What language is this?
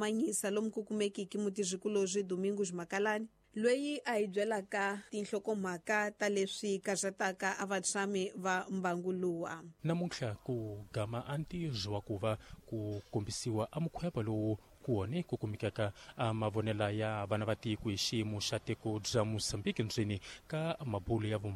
Tsonga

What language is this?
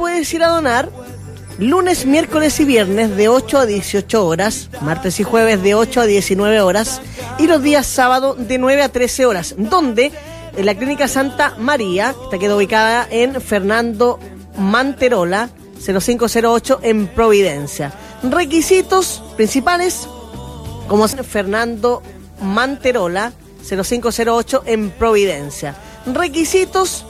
Spanish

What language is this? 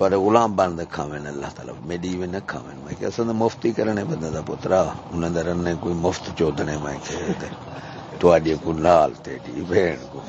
Saraiki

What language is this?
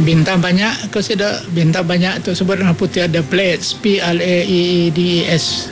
Iban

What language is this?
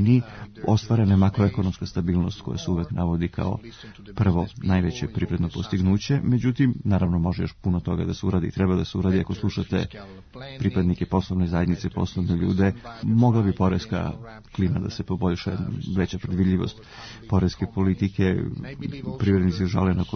Serbian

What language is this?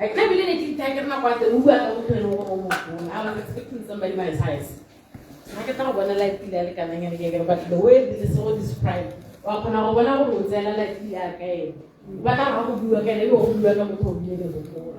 Tswana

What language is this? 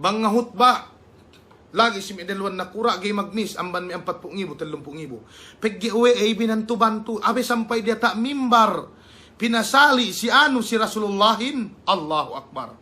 Yakan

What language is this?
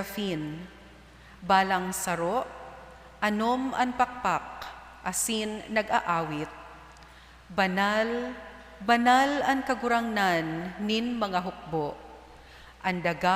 Bikol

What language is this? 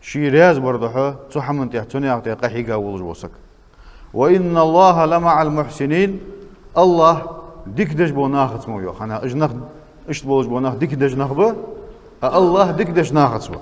Ingush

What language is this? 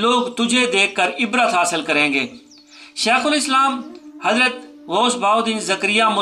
Urdu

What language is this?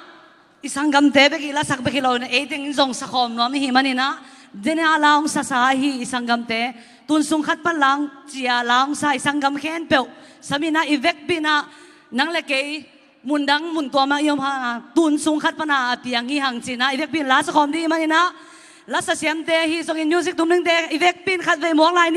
Tedim Chin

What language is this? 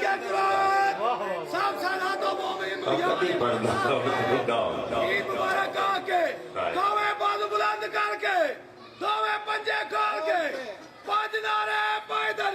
Pahari-Potwari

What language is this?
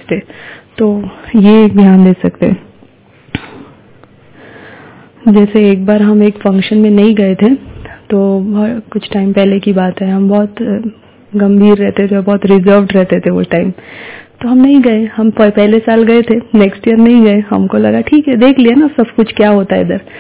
Hindi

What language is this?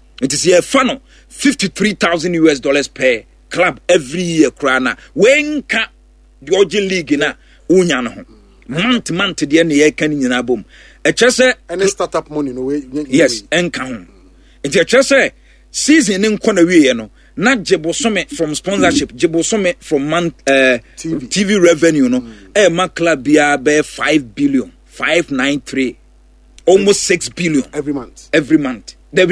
Akan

